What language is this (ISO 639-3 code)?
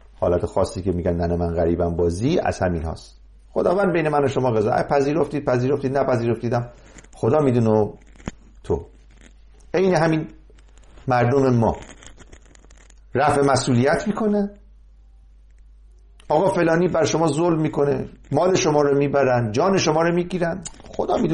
fas